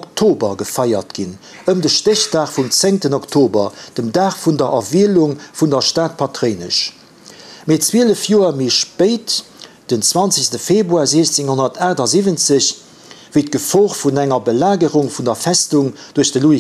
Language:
Luxembourgish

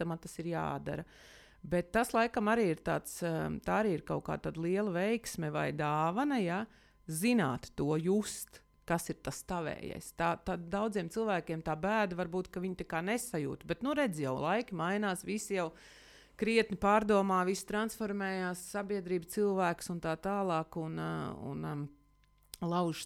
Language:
Latvian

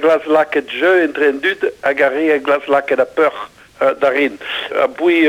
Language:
Breton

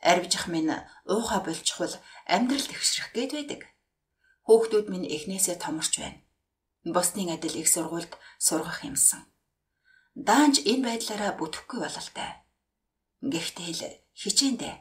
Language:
Mongolian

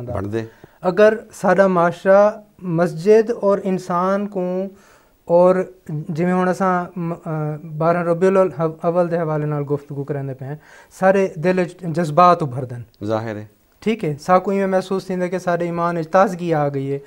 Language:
Saraiki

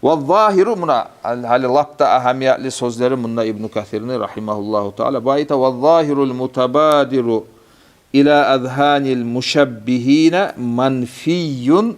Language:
Kumyk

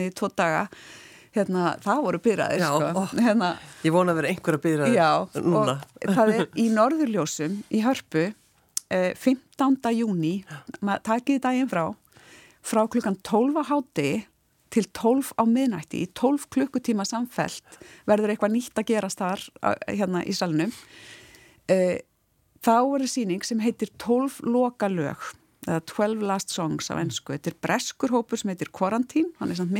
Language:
Icelandic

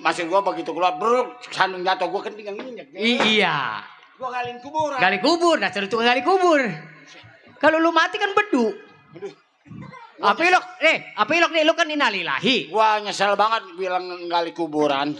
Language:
Betawi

